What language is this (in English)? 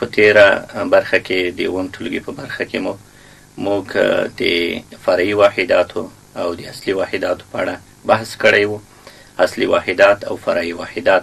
Pashto